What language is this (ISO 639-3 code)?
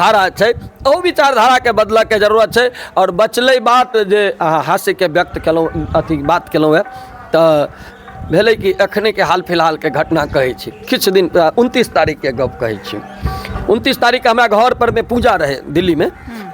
mai